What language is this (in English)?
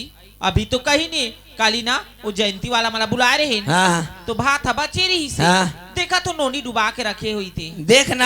Chhattisgarhi